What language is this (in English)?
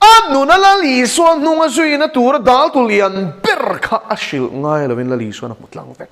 Mizo